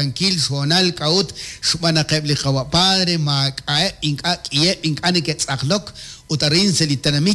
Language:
Kekchí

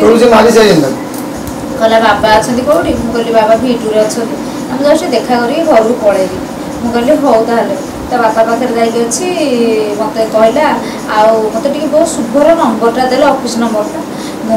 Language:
Odia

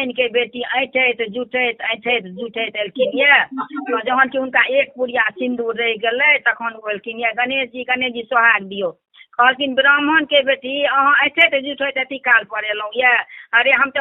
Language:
Maithili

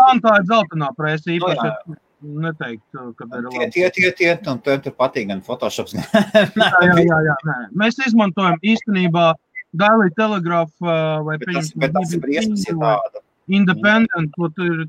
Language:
Latvian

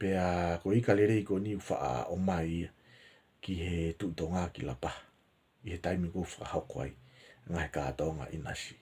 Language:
Tongan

